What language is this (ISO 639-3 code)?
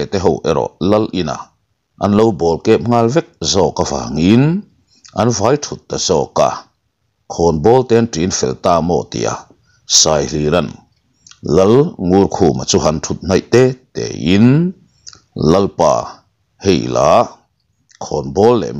lus